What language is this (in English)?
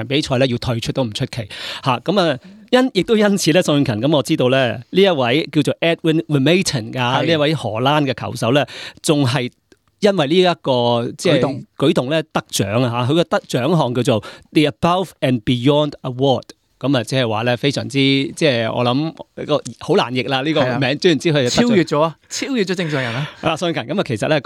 Cantonese